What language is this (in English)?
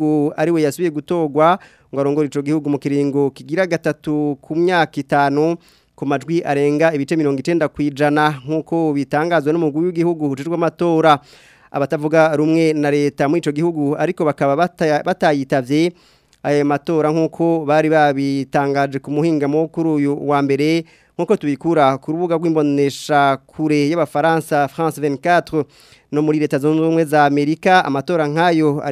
Rundi